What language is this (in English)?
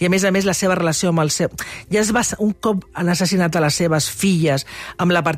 Catalan